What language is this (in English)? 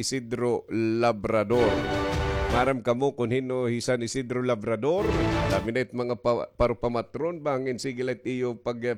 Waray